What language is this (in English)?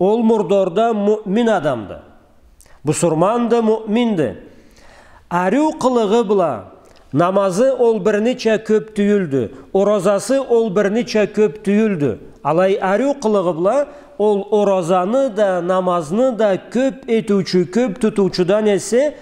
Karachay-Balkar